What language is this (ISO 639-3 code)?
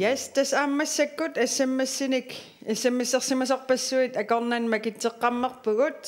kal